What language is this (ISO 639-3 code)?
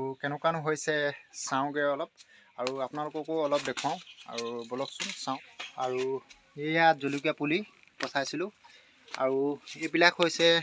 asm